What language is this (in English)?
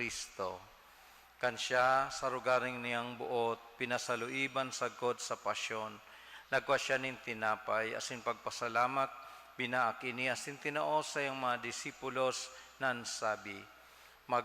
Bikol